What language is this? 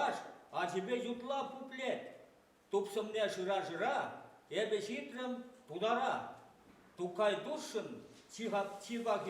Chuvash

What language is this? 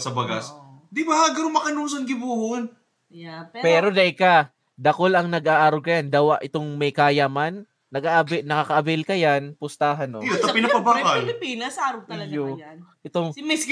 Bikol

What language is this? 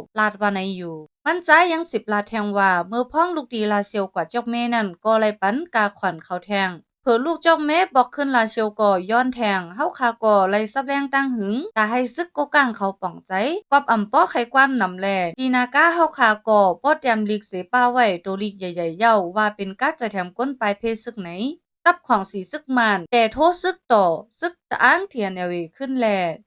Shan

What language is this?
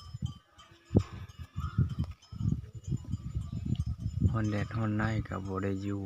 Lao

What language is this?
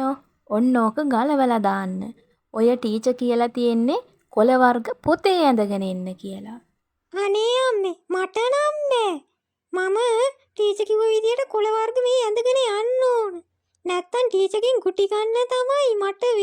Sinhala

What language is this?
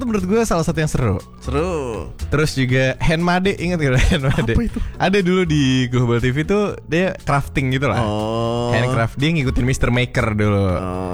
Indonesian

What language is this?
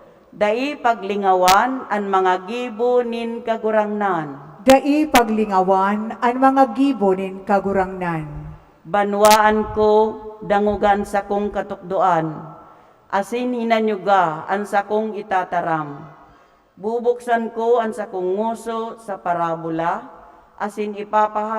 Bikol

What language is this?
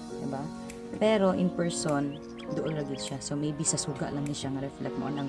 Cebuano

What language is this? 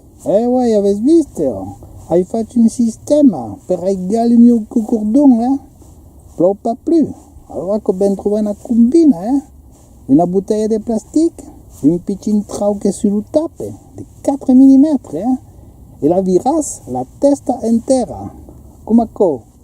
Occitan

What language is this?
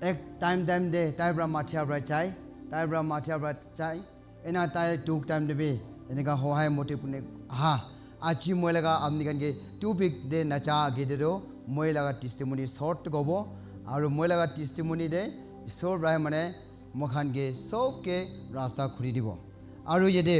Naga Pidgin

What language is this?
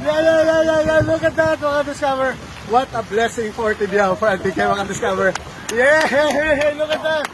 Hiligaynon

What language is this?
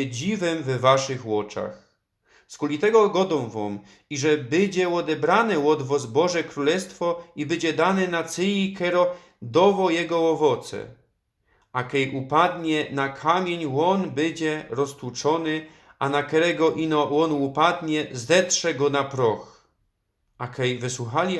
Silesian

